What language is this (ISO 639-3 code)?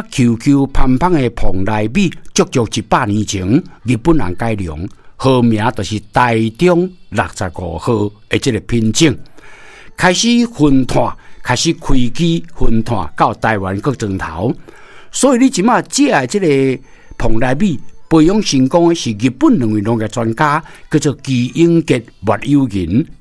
nan